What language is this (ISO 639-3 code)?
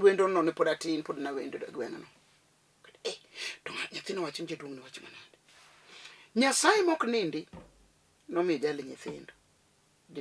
luo